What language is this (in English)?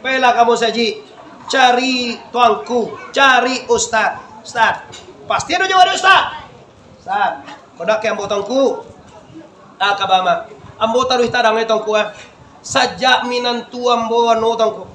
Minangkabau